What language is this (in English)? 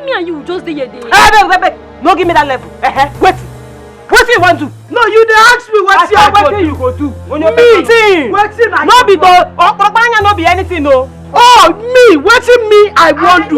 Nigerian Pidgin